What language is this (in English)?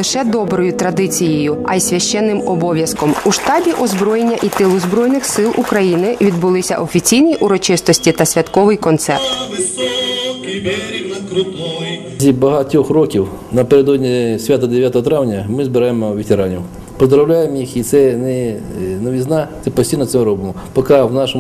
Ukrainian